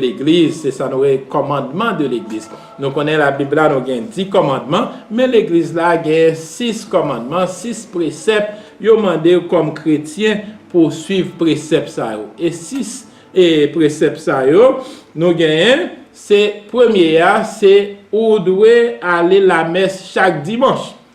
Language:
Haitian Creole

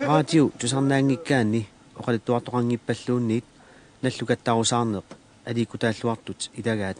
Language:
Kalaallisut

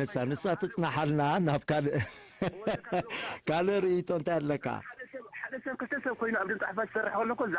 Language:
Tigrinya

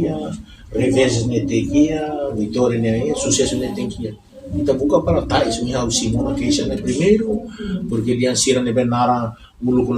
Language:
Tetum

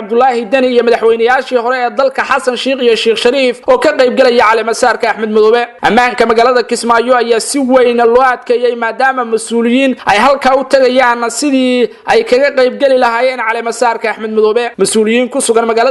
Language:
Somali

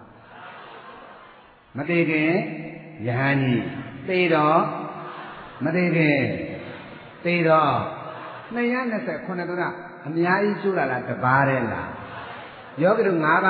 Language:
Burmese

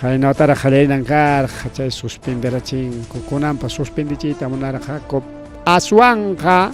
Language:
Ayacucho Quechua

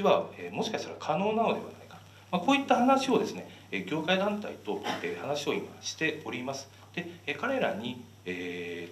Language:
Japanese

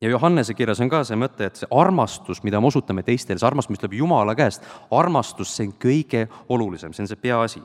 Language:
Estonian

